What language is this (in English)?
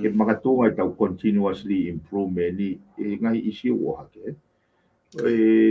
Tongan